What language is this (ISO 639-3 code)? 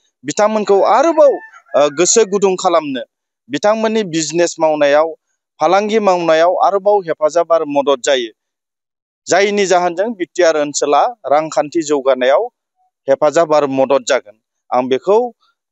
brx